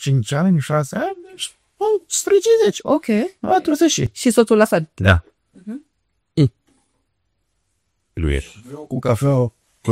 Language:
Romanian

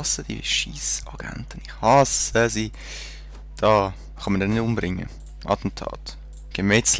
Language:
Swiss German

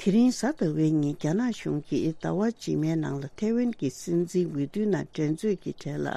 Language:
Tibetan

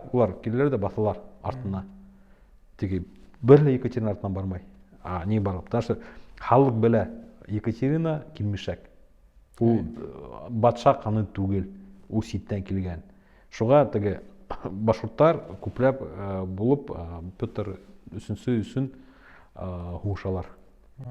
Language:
Bashkir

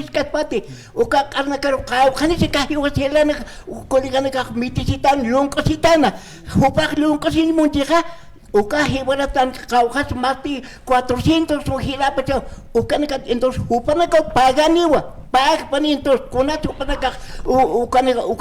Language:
Aymara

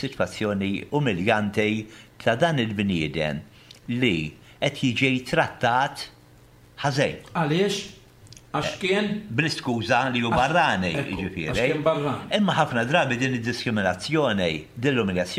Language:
Maltese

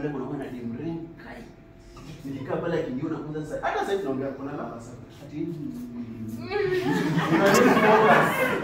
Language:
Swahili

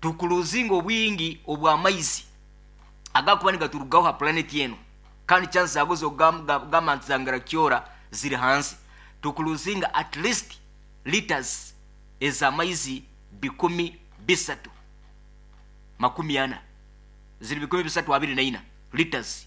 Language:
Nyoro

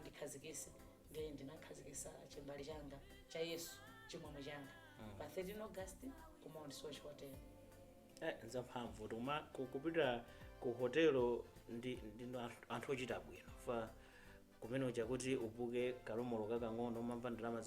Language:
Nyanja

